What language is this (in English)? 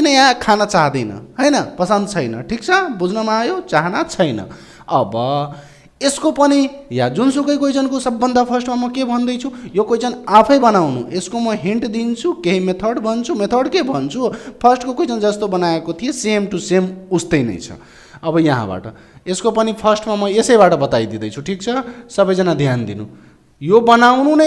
Nepali